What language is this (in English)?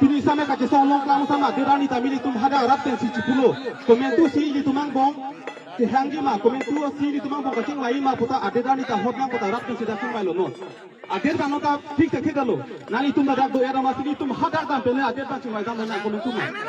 Karbi